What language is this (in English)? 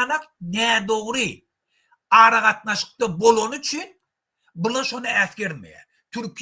Turkmen